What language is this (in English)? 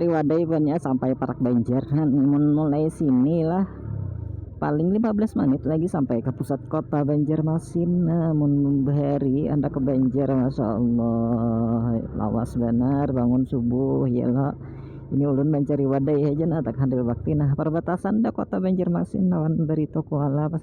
Banjar